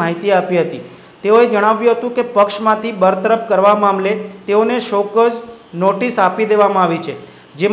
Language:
Gujarati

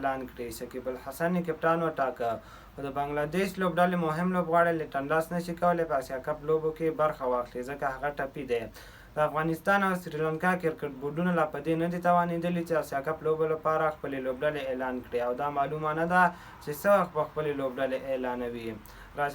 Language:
Pashto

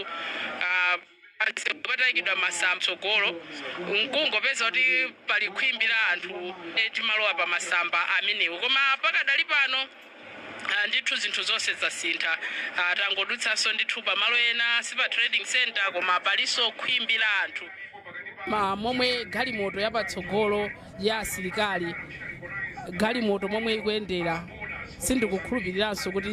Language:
Nyanja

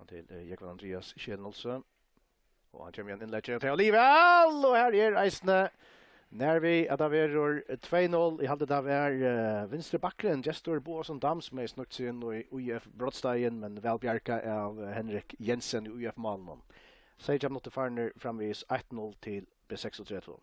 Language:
Faroese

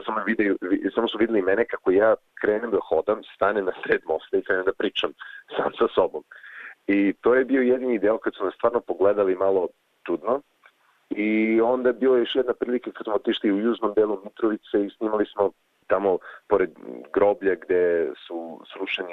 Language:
Serbian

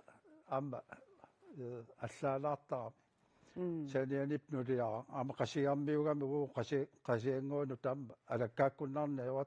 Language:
Kalaallisut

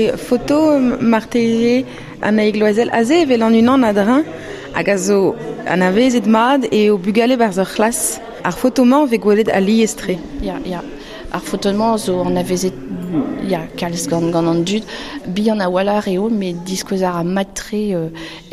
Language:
Breton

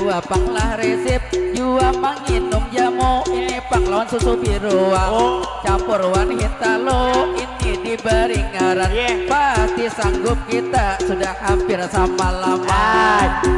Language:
Banjar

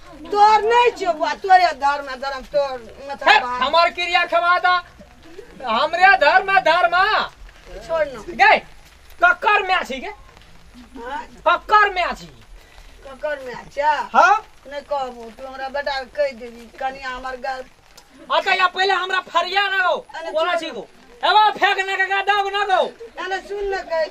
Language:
Maithili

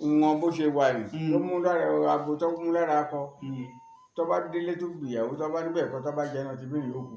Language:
Yoruba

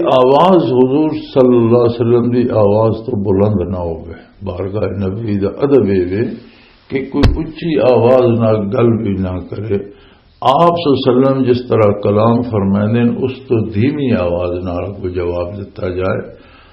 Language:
Western Panjabi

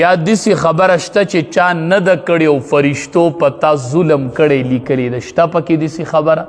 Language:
Pashto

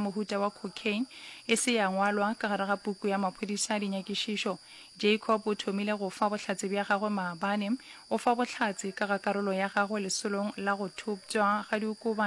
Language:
Northern Sotho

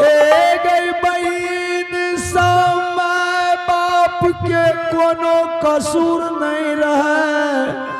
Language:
Angika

